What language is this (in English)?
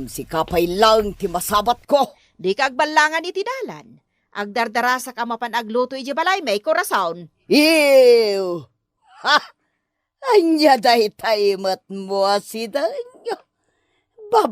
Iloko